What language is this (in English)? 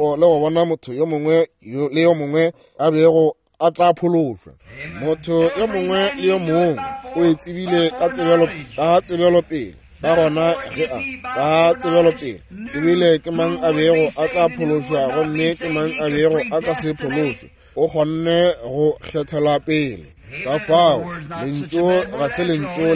Northern Sotho